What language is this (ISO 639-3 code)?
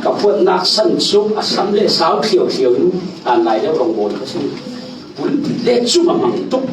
cfm